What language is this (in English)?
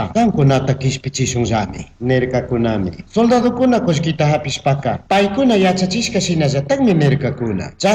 Chimborazo Highland Quichua